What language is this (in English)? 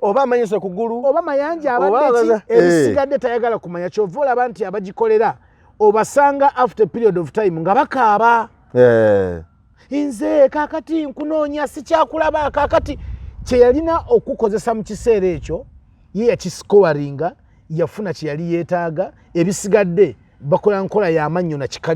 Ganda